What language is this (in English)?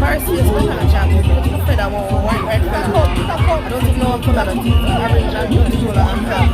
Jamaican Creole English